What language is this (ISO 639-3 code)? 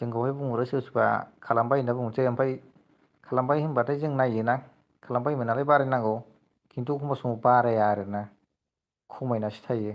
brx